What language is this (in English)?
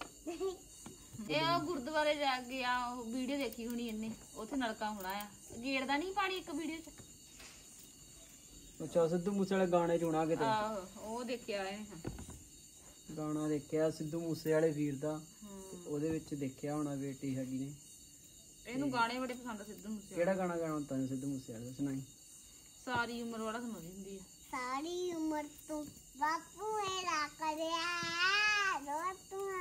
Punjabi